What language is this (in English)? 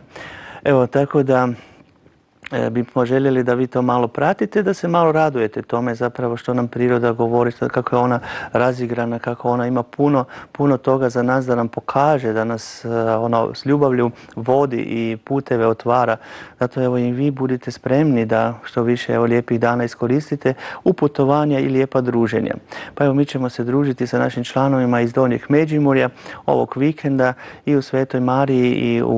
Croatian